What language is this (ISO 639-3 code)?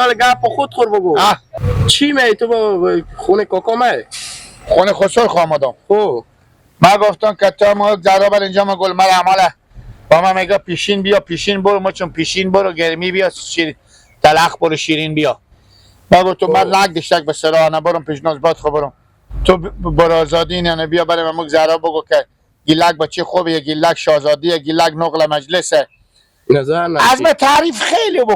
haz